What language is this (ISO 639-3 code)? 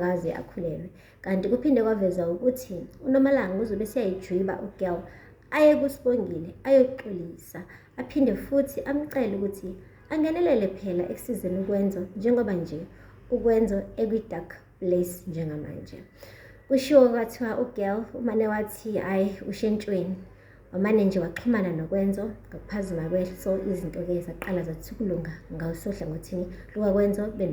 zul